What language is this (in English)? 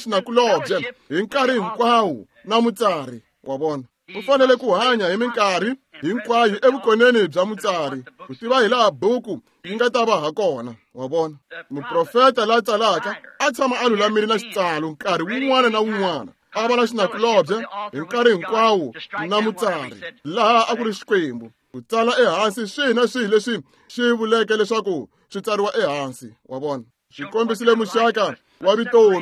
Tsonga